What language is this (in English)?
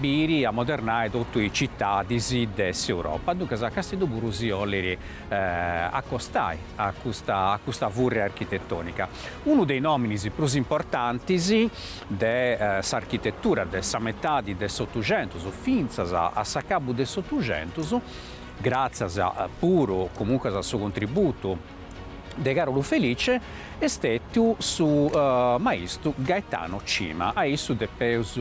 Sardinian